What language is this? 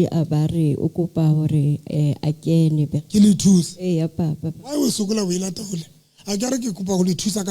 Southern Sotho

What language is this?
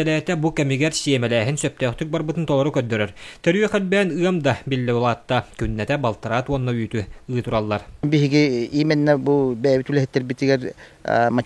Yakut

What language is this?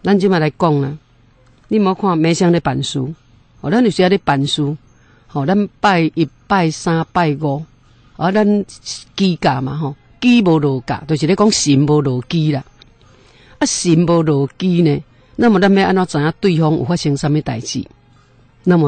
Min Nan Chinese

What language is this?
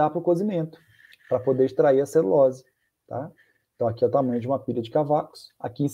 Portuguese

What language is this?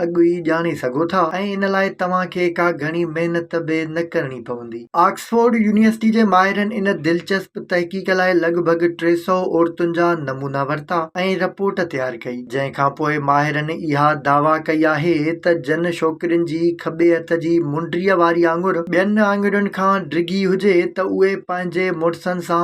Sindhi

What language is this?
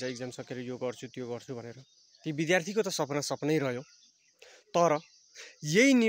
Nepali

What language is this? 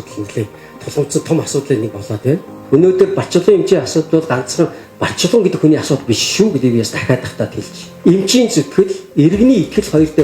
Mongolian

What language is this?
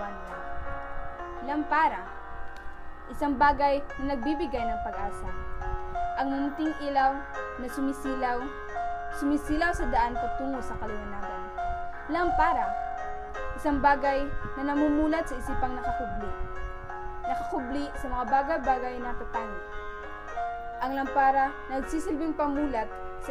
Filipino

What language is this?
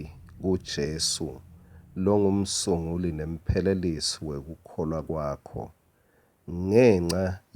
Swati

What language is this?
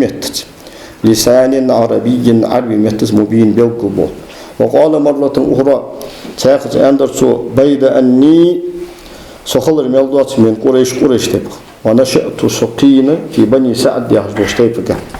Ingush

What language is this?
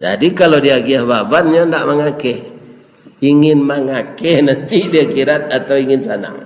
Minangkabau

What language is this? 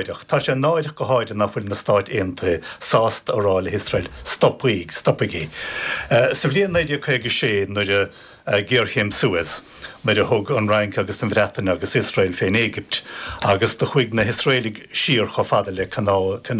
Irish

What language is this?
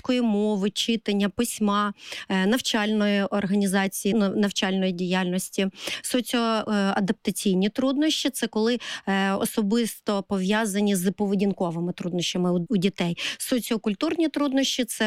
Ukrainian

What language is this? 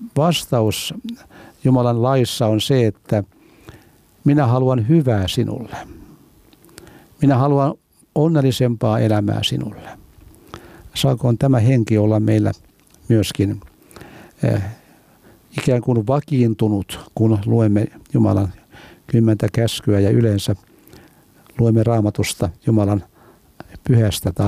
Finnish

